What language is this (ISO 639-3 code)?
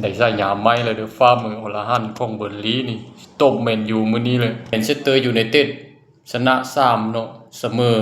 lao